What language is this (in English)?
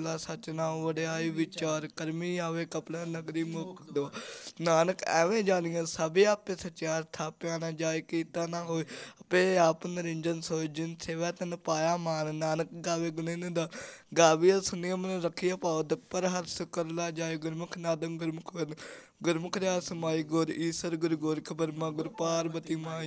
Punjabi